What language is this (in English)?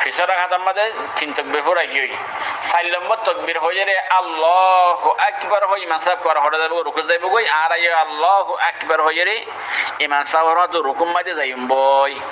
Rohingya